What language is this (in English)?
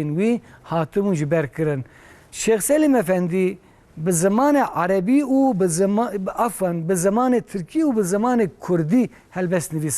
Kurdish